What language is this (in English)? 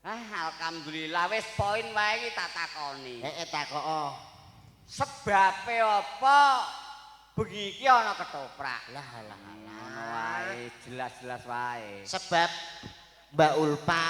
Javanese